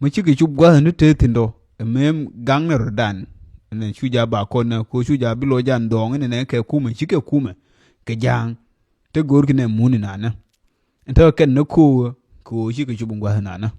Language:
Nuer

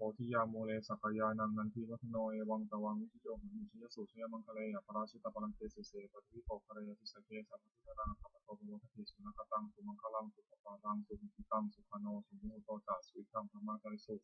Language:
Pali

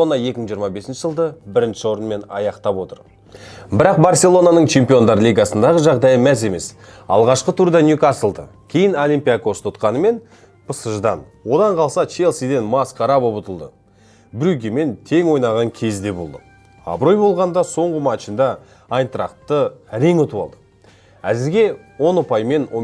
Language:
Kazakh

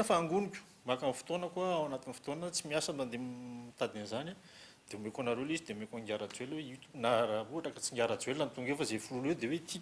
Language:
Malagasy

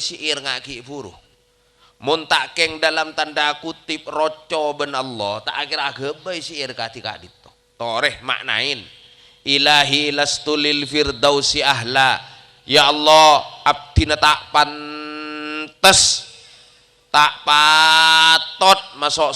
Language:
Madurese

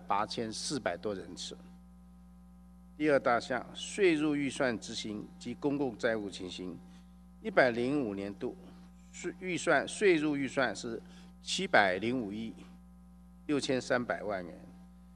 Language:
Chinese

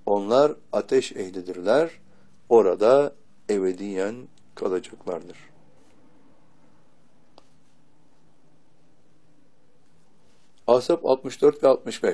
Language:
Turkish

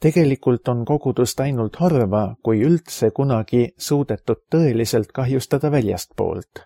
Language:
Estonian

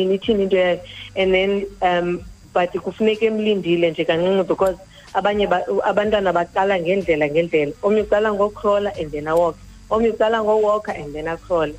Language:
Xhosa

